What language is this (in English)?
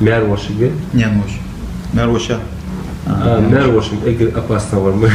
Ingush